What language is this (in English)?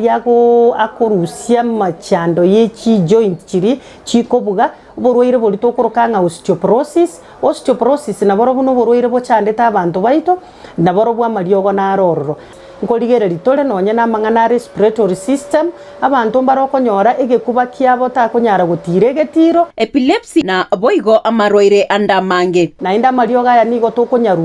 Gusii